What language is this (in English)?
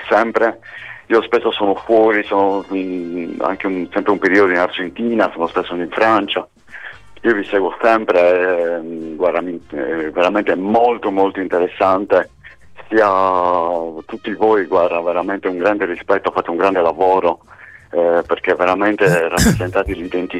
Italian